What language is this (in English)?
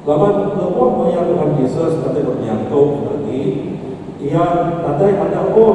Iban